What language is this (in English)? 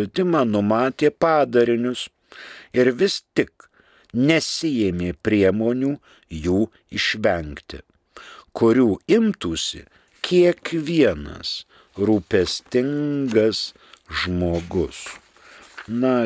Lithuanian